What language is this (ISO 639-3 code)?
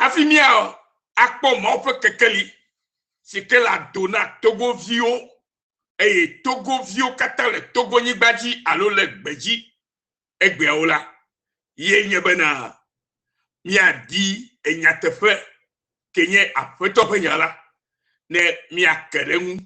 ewe